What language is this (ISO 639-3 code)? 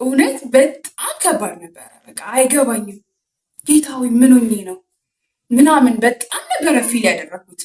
amh